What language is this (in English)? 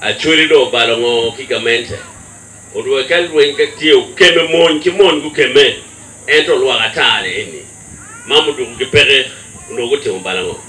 Acoli